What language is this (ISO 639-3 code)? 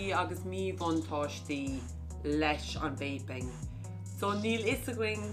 gle